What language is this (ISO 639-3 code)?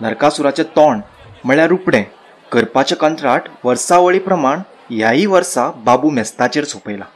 kok